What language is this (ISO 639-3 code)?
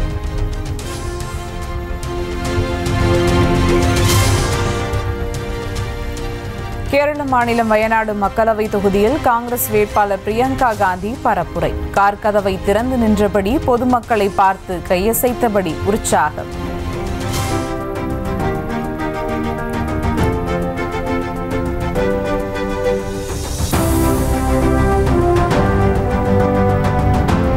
tam